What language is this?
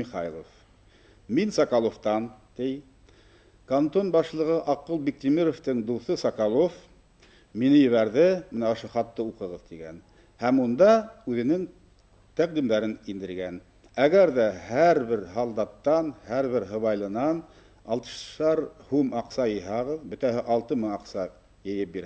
Bashkir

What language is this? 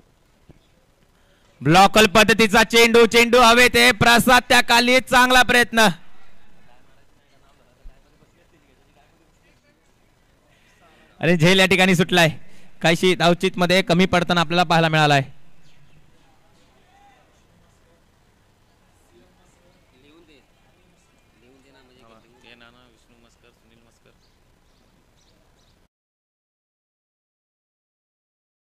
Marathi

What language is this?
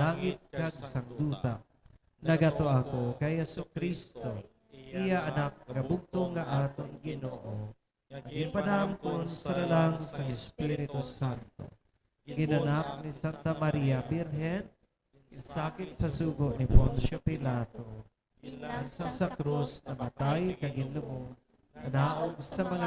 Hiligaynon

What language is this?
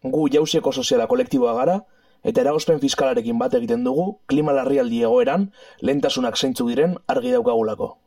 Basque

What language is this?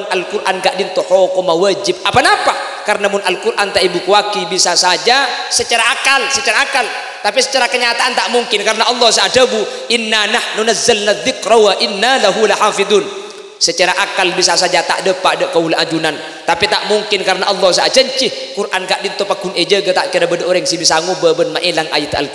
Madurese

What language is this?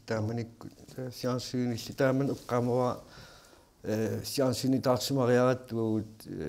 Kalaallisut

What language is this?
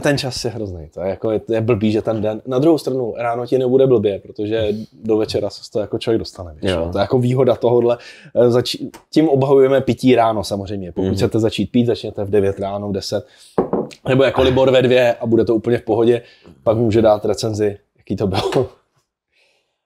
Czech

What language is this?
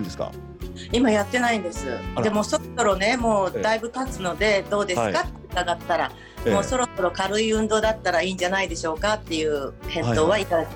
Japanese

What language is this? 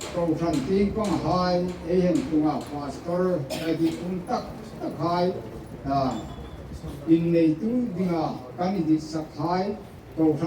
Hmar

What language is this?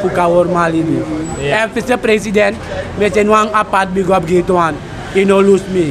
Sranan Tongo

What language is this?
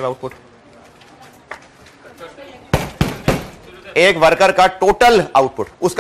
Hindi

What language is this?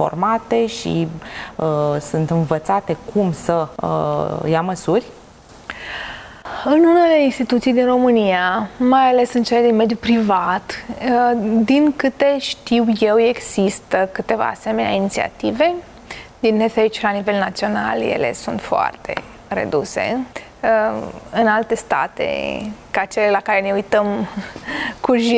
Romanian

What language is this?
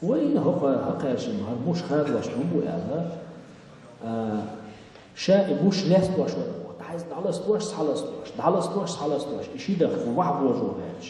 Chechen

